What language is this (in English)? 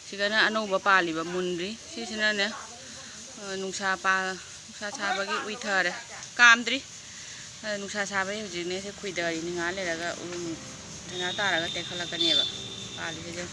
Manipuri